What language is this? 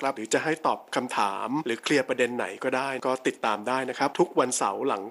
Thai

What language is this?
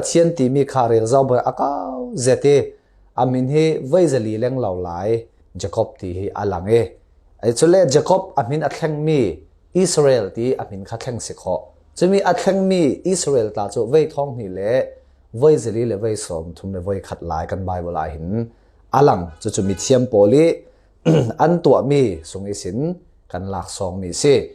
Falam Chin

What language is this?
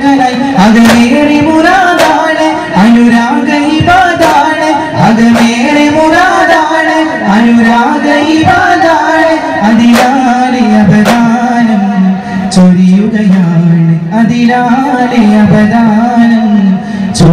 Malayalam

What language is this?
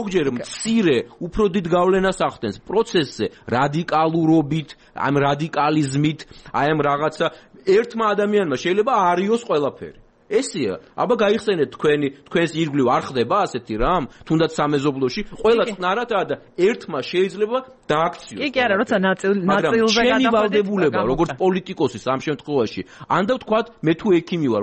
Georgian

